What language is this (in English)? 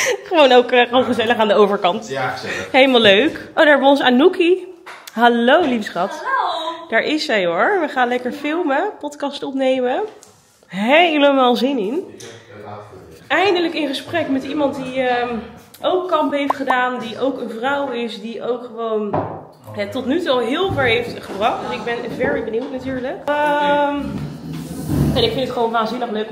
Dutch